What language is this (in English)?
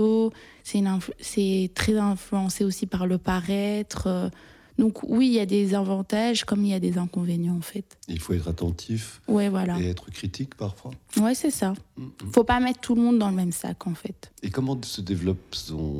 French